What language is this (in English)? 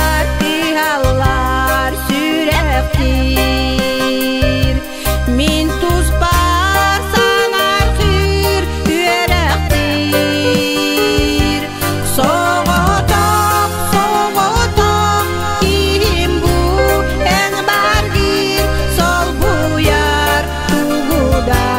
Yakut